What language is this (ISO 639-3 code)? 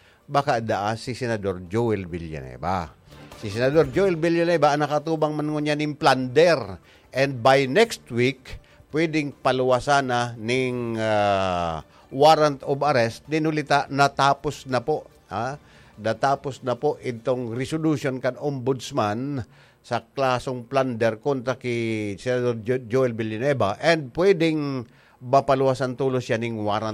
bik